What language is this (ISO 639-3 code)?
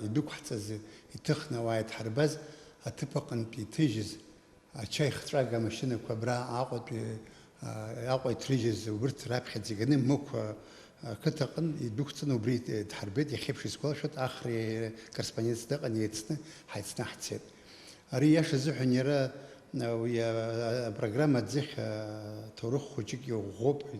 abk